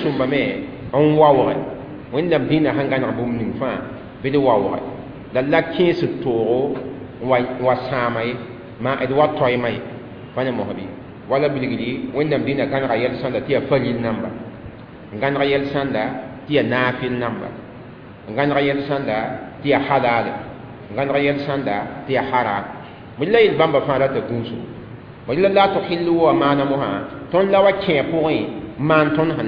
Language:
Mossi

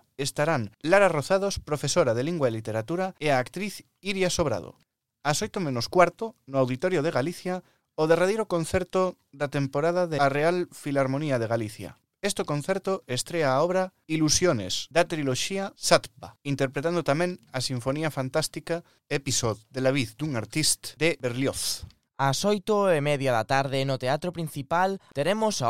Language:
Galician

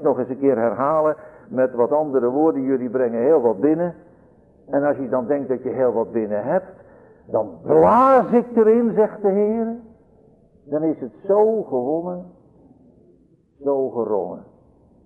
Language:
Dutch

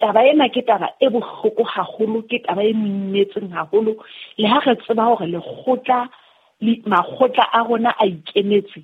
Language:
Southern Sotho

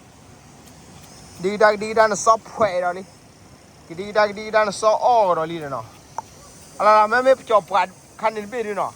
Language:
S'gaw Karen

